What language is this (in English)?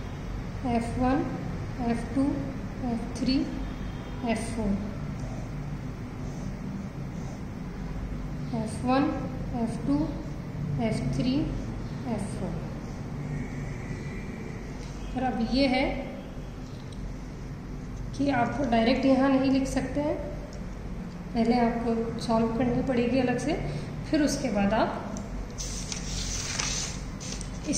Hindi